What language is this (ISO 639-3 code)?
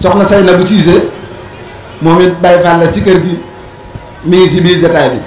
wol